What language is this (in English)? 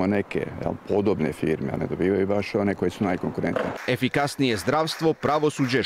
Croatian